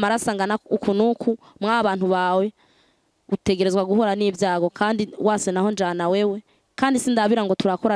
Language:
Rundi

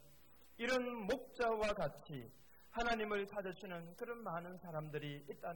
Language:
Korean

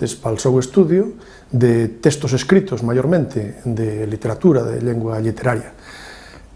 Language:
Asturian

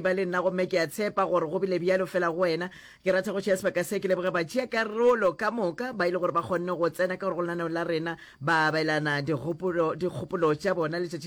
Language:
Northern Sotho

